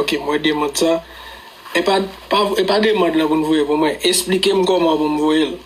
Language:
Haitian Creole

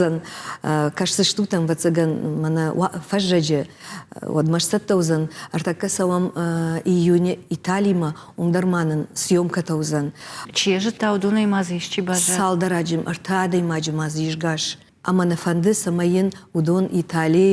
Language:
Ossetic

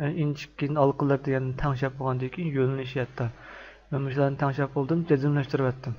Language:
Uyghur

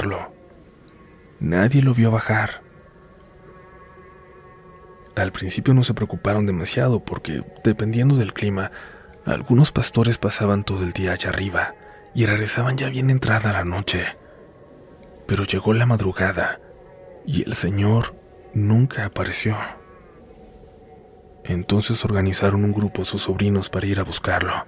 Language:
Spanish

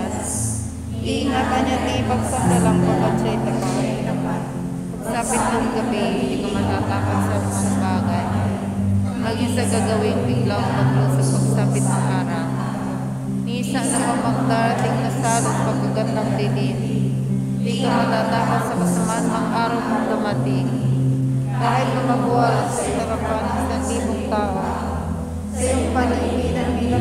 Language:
Filipino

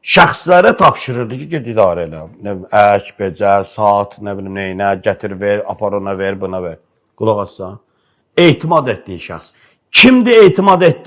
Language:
Azerbaijani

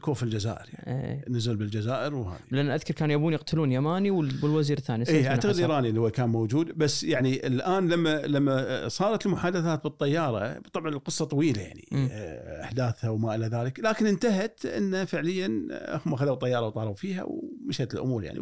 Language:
Gulf Arabic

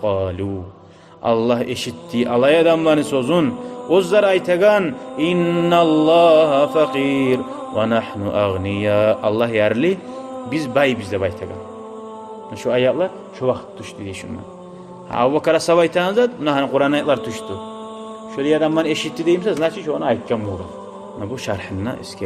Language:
Kumyk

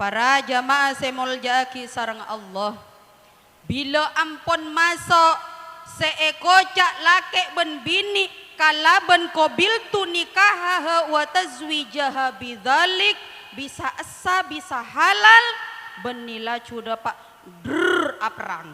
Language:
Madurese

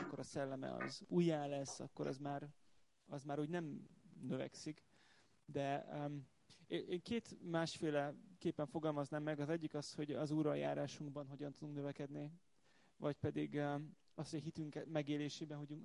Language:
Hungarian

